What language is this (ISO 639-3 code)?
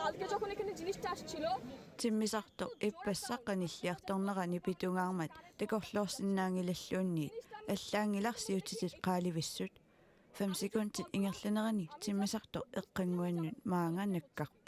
kal